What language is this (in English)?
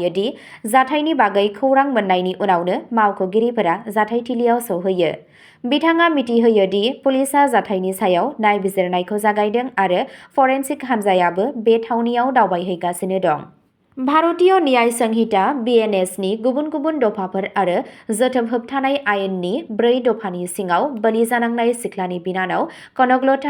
Bodo